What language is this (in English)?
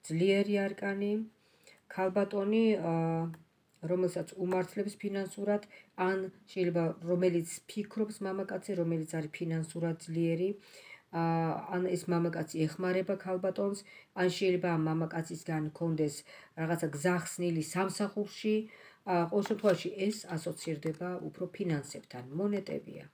Georgian